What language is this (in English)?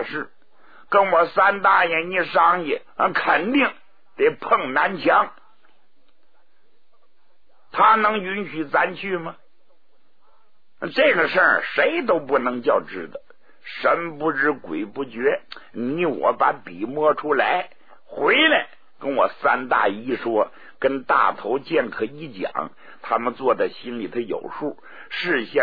Chinese